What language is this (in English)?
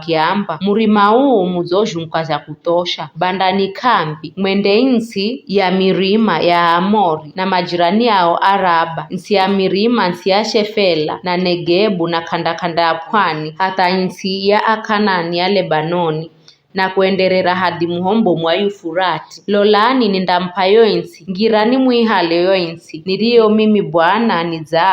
Giryama